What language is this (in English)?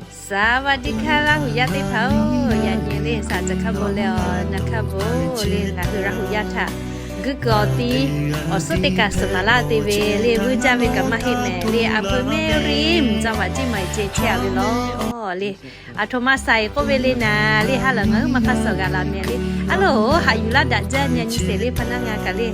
Lahu